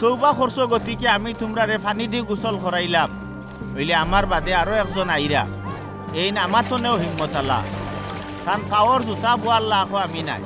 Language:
Sylheti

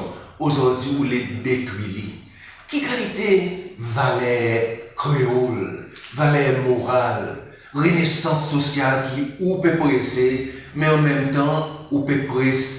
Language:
Seselwa Creole French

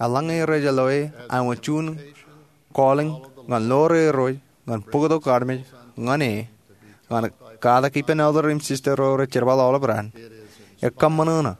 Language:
Marshallese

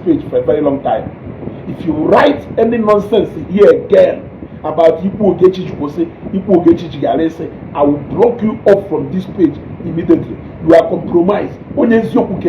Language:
Igbo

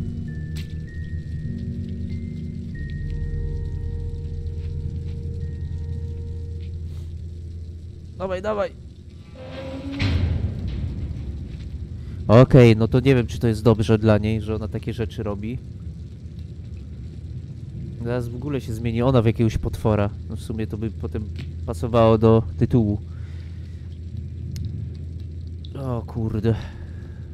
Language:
Polish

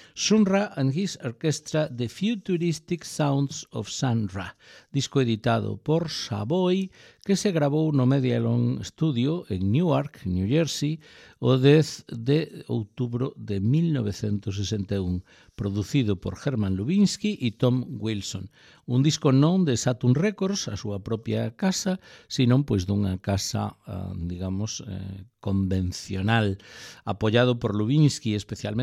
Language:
Galician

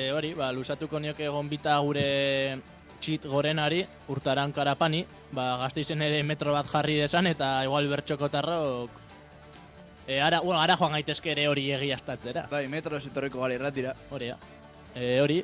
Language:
Basque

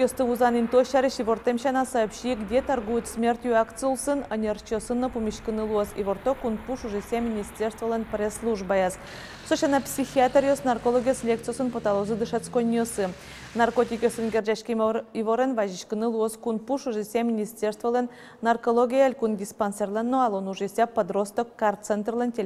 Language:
Udmurt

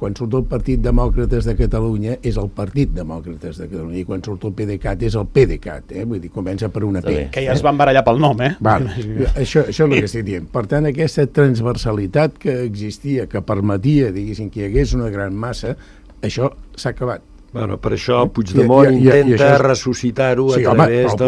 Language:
Catalan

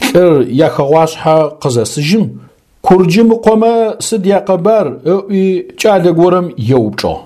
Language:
Adyghe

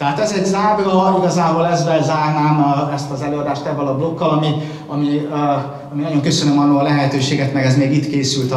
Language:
Hungarian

